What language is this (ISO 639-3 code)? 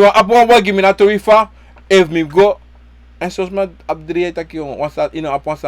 srn